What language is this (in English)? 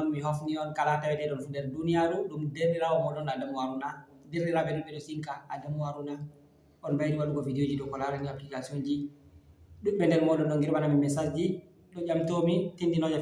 Fula